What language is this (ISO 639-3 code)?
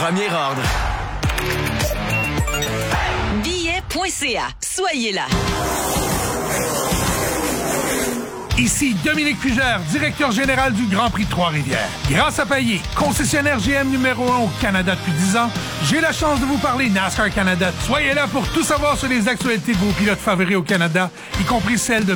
fra